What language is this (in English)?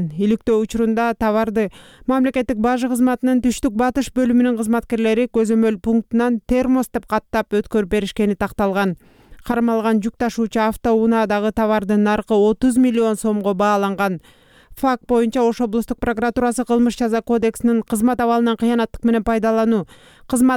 Kyrgyz